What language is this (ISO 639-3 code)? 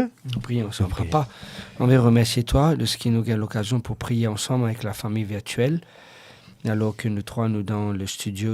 mfe